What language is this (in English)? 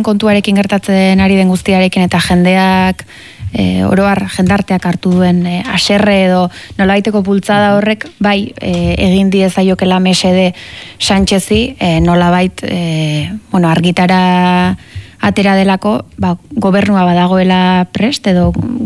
Basque